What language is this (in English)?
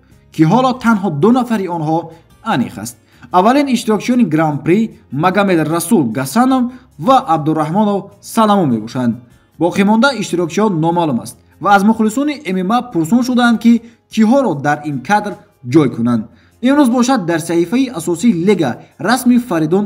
Tajik